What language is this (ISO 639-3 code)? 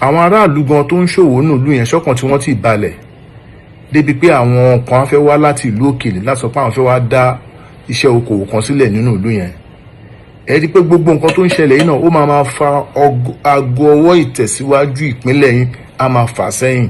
yor